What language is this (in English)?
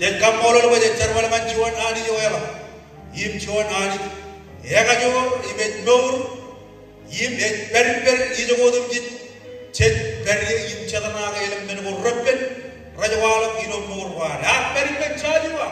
Marshallese